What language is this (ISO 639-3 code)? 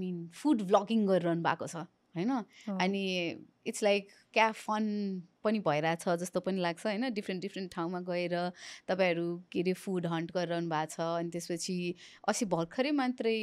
nep